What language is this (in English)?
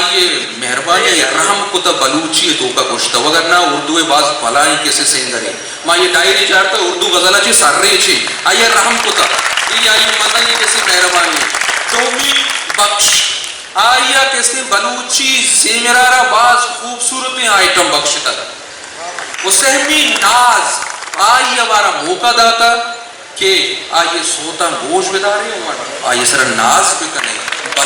Eastern Balochi